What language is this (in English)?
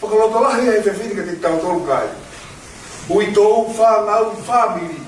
Tongan